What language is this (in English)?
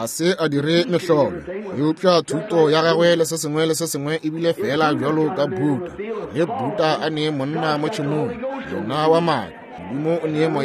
Northern Sotho